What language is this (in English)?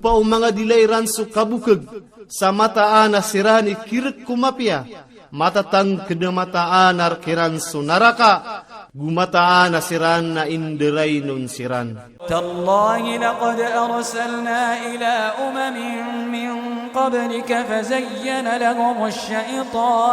Maranao